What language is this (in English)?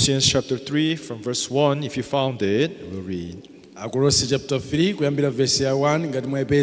Nyanja